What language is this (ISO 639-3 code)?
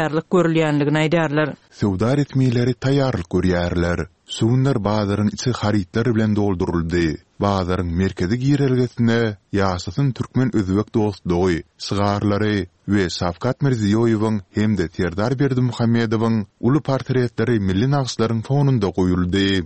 tuk